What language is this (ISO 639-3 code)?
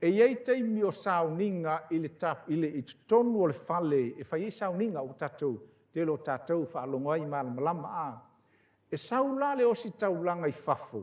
smo